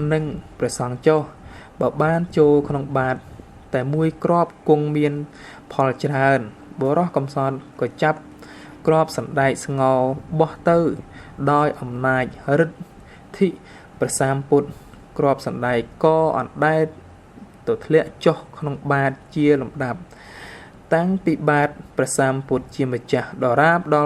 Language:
Khmer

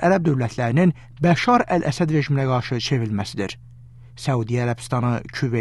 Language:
Azerbaijani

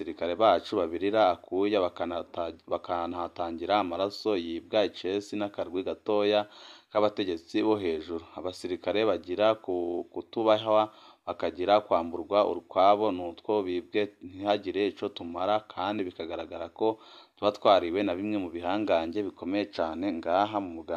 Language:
Rundi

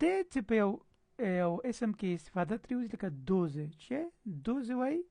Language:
Pashto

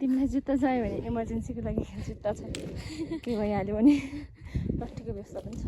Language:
Nepali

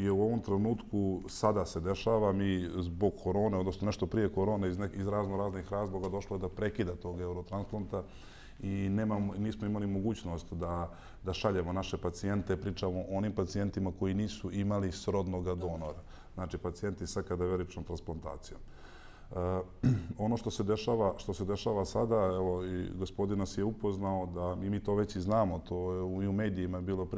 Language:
Bosnian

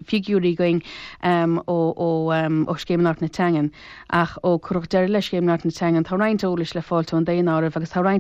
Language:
Irish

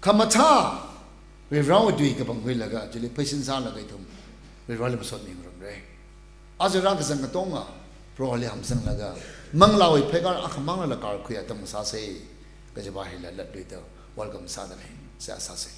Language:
Tangkhul Naga (India)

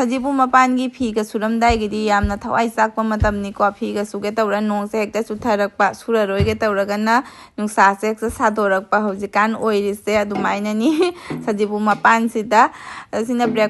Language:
Manipuri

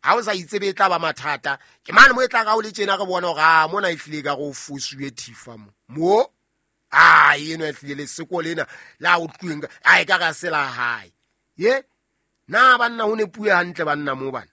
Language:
Southern Sotho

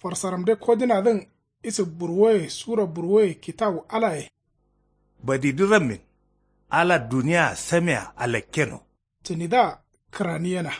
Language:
Kanuri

